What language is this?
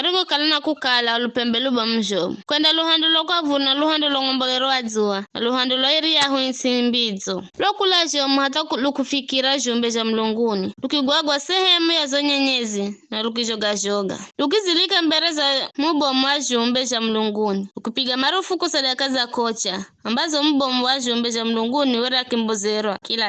Giryama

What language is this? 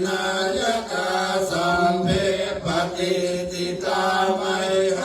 Pali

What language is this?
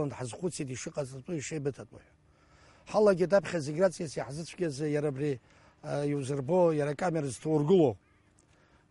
Abkhazian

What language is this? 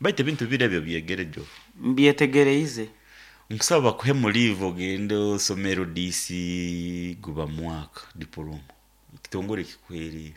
Nyankole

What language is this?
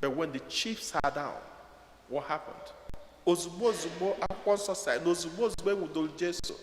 Igbo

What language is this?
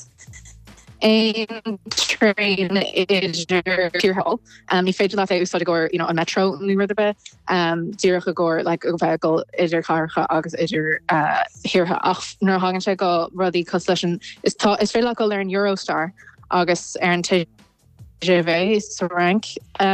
Irish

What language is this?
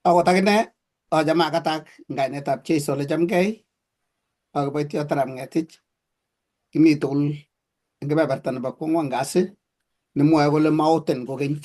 Kalenjin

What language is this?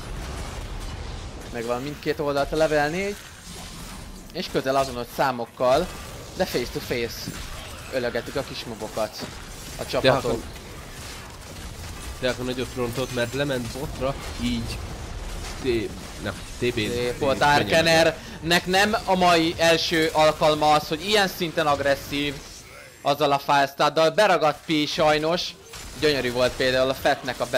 Hungarian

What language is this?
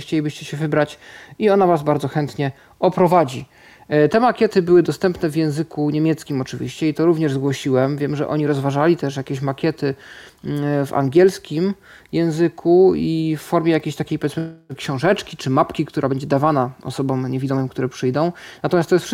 Polish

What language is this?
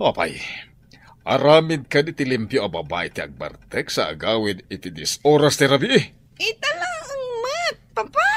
Iloko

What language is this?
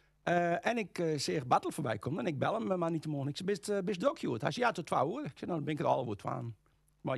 Western Frisian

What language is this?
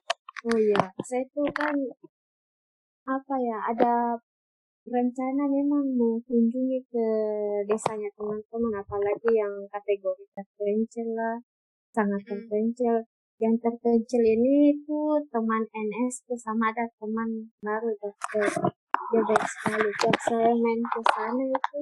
Indonesian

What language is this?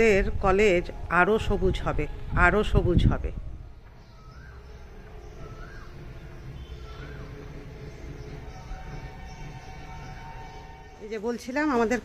Bangla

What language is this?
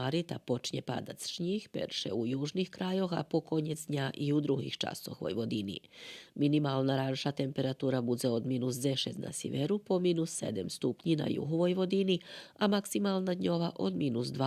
Rusyn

